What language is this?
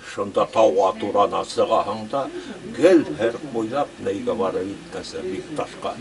Bashkir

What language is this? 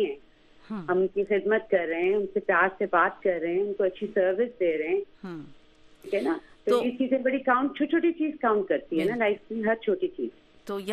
Urdu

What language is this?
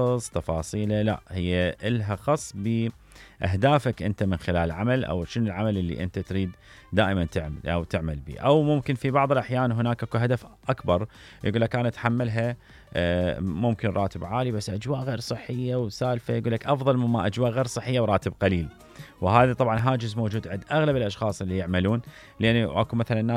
Mesopotamian Arabic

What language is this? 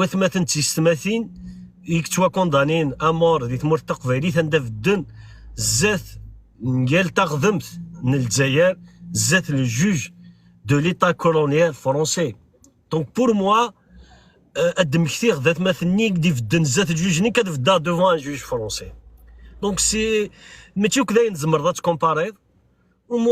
Kabyle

